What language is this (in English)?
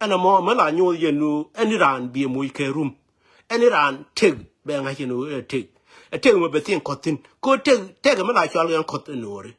Nuer